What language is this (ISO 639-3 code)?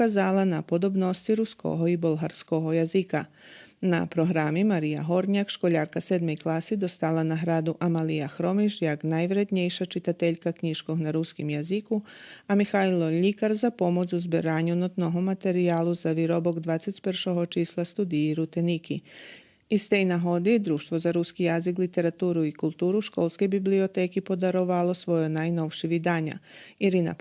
rue